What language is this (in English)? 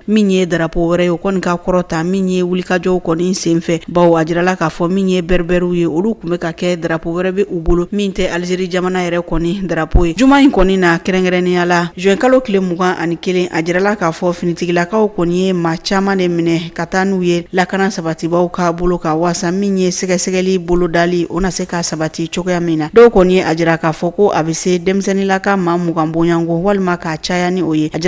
Bambara